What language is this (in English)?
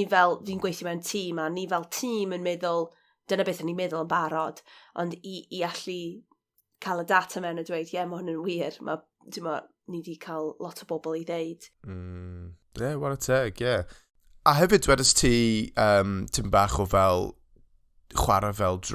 Welsh